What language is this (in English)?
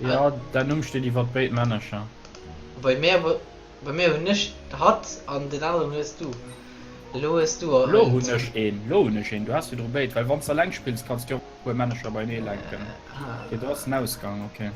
Luxembourgish